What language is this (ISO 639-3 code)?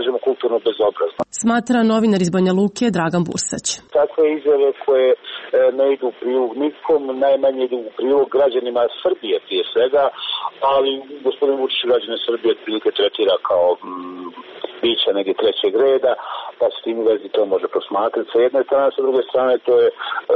srp